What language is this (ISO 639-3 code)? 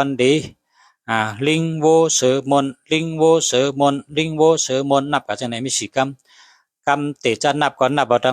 shn